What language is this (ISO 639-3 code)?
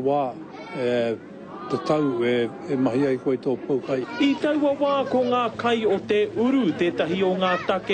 mri